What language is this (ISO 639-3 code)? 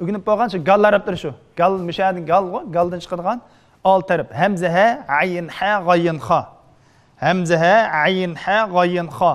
uig